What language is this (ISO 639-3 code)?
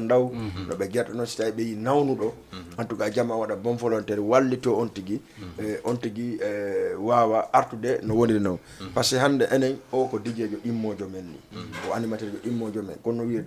ful